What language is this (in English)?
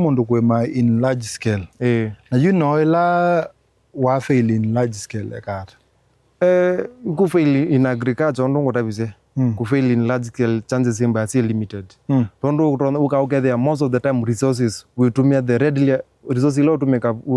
Kamba